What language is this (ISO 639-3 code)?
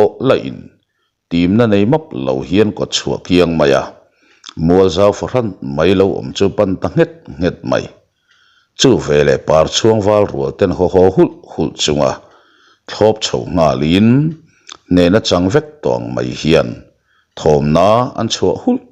lus